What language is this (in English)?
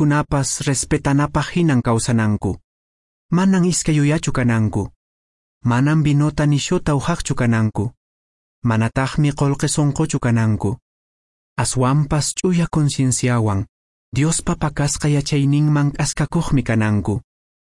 Quechua